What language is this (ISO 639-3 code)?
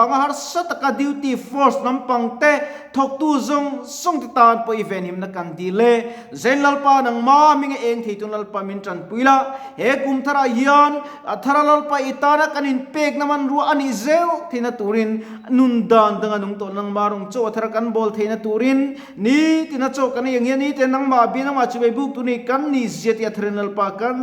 lus